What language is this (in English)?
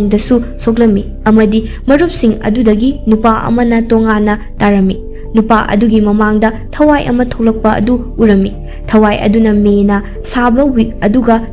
Manipuri